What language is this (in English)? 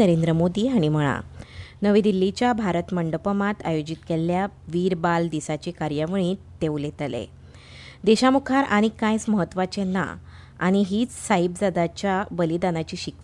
Konkani